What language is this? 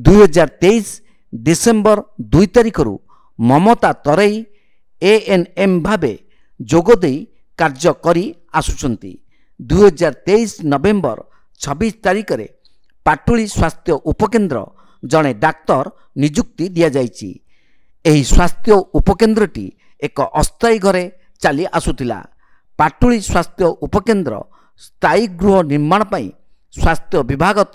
Odia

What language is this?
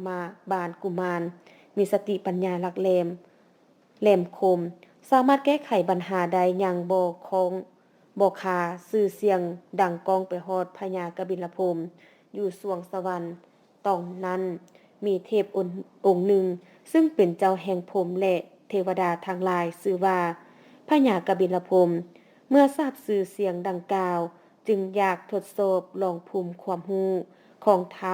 Lao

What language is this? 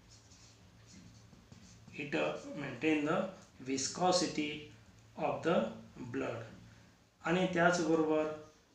Marathi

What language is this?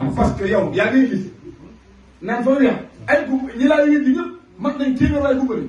Wolof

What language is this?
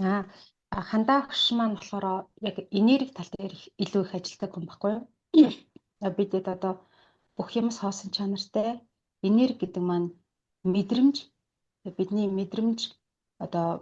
Mongolian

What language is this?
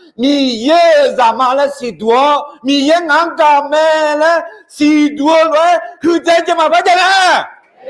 Akha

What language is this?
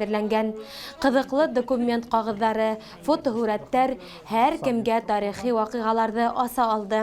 Bashkir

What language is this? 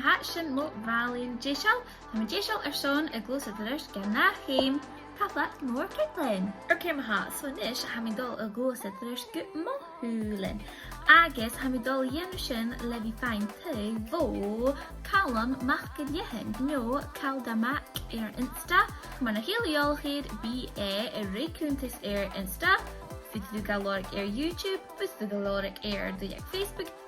Scottish Gaelic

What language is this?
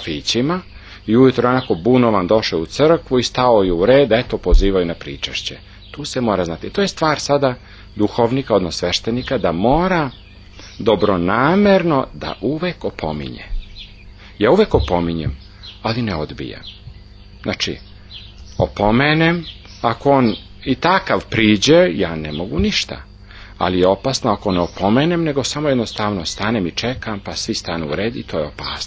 Serbian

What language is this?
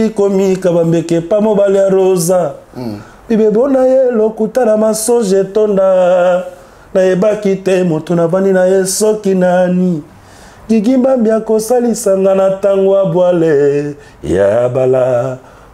Lingala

